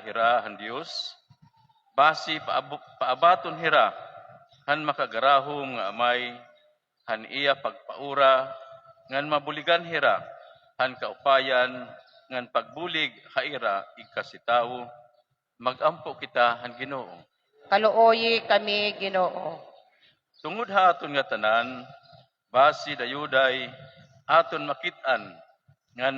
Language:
Waray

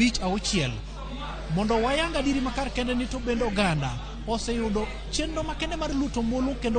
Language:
Luo (Kenya and Tanzania)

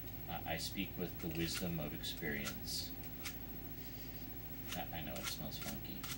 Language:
English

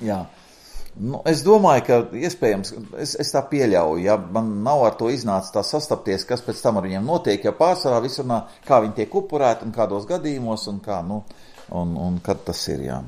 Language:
Latvian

